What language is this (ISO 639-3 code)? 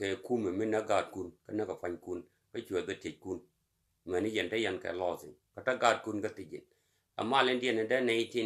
nus